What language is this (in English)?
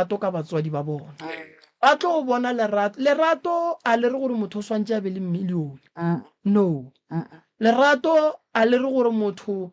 Northern Sotho